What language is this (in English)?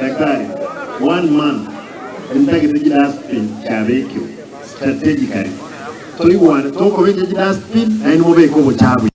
Gusii